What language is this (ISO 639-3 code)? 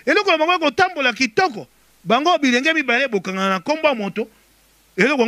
lin